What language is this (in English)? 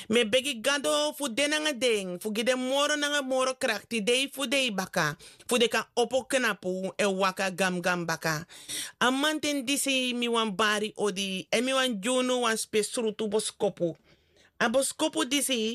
Sranan Tongo